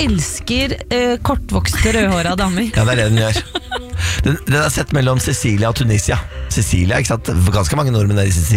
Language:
Norwegian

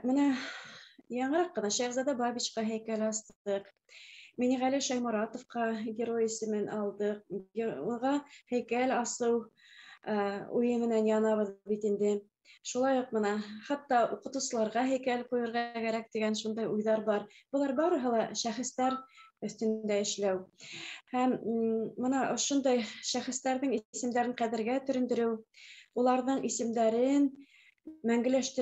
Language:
Bashkir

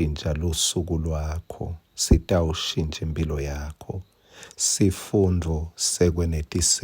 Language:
Swati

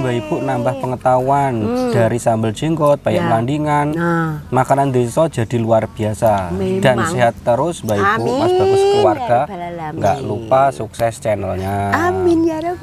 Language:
Indonesian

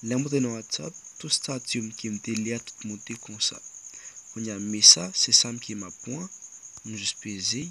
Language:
Haitian Creole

